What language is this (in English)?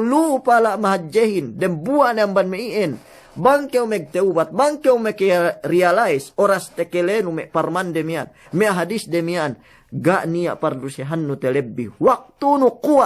Yakan